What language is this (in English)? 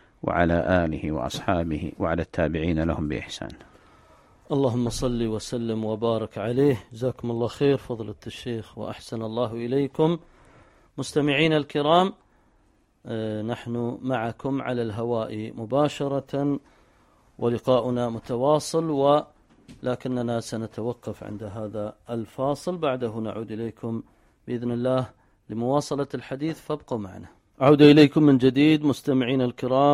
Arabic